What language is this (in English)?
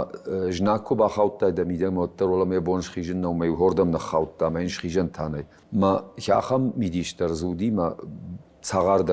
Ossetic